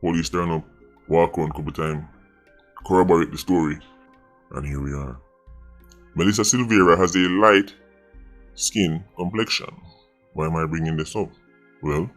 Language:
Jamaican Creole English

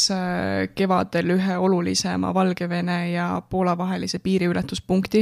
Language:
Estonian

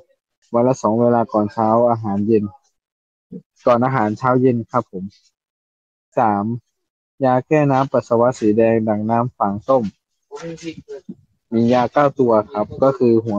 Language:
Thai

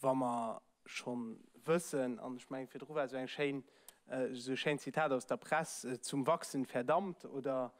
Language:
Luxembourgish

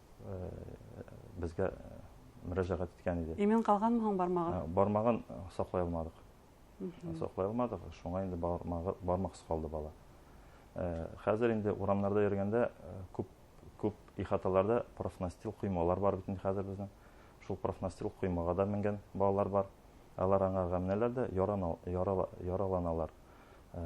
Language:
Bashkir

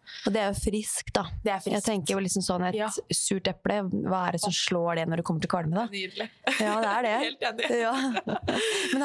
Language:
Norwegian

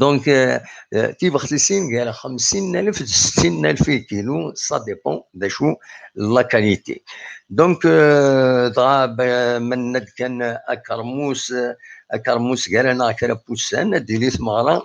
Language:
Kabyle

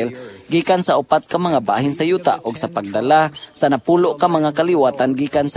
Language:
Cebuano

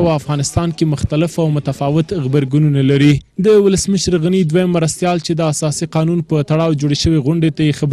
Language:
Pashto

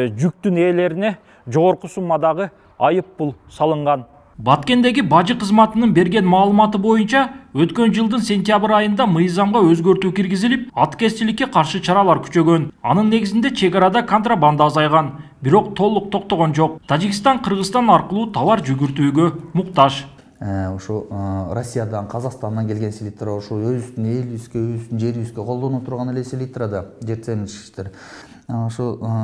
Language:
Kyrgyz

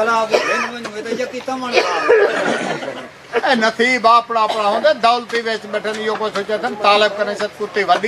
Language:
Saraiki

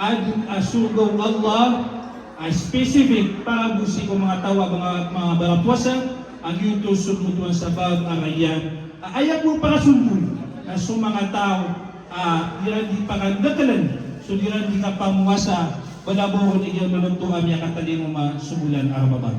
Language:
Maranao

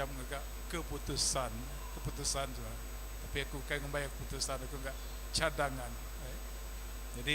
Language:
Iban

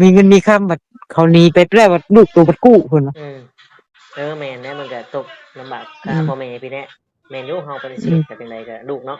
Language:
Northeastern Thai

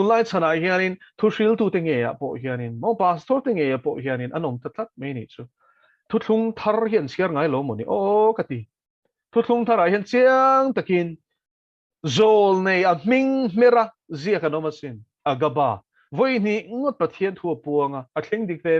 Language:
Mizo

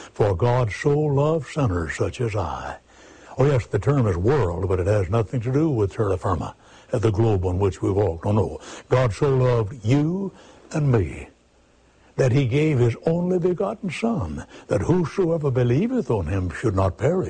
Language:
English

